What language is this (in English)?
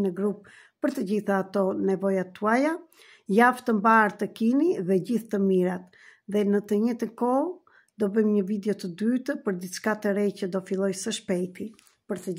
Albanian